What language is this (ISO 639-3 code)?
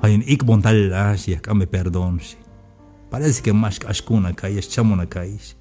tzh